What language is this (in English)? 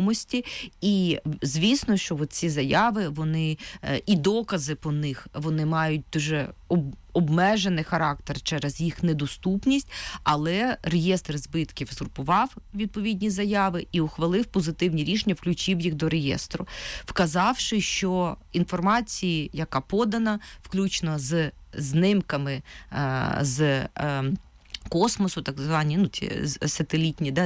Ukrainian